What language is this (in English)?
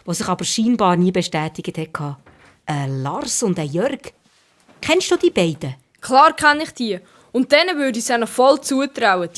Swiss German